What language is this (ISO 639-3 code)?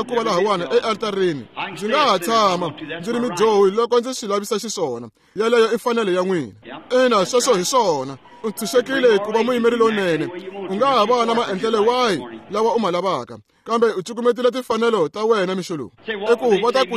tso